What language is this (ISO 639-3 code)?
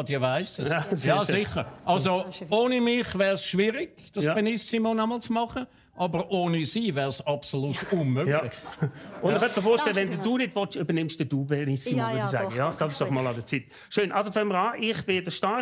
gsw